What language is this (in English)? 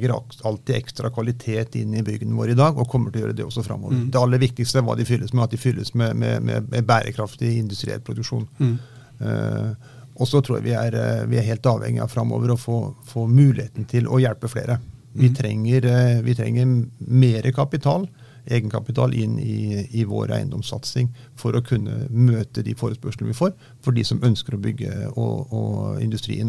Norwegian